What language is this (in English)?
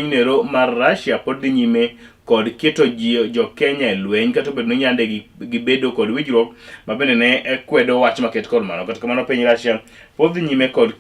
Luo (Kenya and Tanzania)